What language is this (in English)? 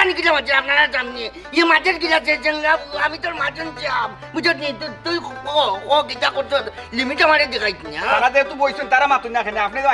Sylheti